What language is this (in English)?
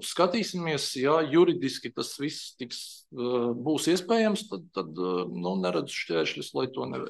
Latvian